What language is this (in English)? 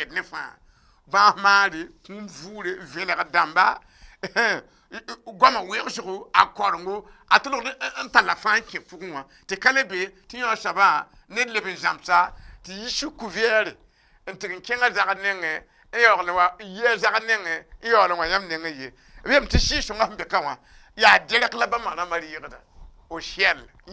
Mossi